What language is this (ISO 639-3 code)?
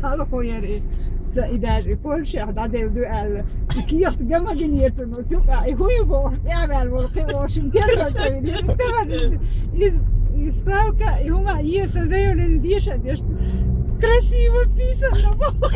che